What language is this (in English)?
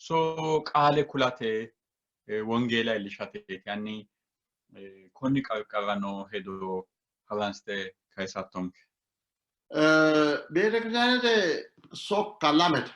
Sidamo